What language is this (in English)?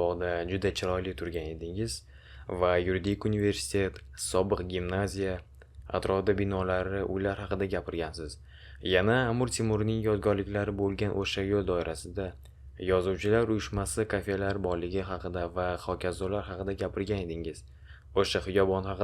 Uzbek